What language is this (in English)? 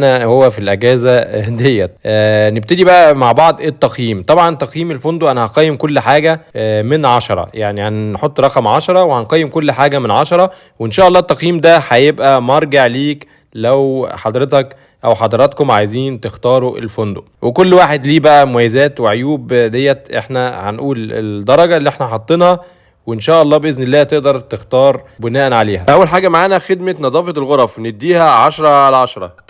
Egyptian Arabic